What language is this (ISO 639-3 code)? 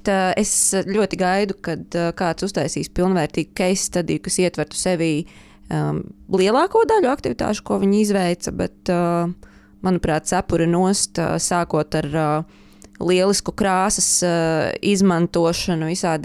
lav